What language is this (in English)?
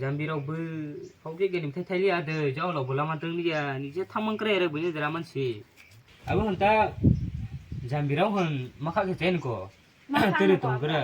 Kok Borok